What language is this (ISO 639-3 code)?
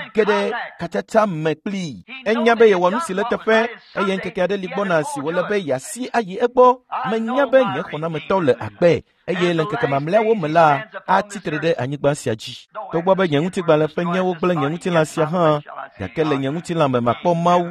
ewe